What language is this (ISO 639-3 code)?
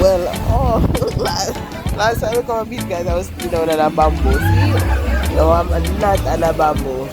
jam